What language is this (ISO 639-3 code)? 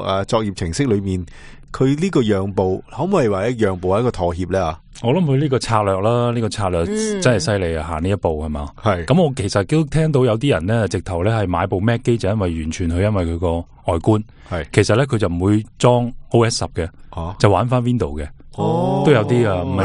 yue